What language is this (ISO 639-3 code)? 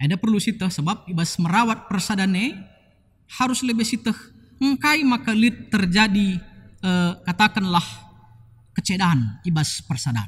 btx